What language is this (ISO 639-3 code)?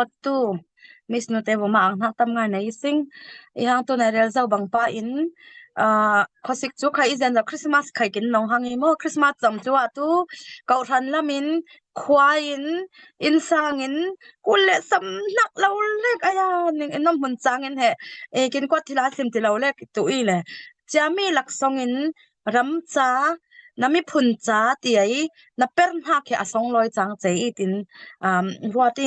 cfm